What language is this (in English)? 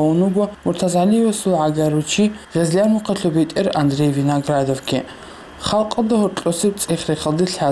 Avaric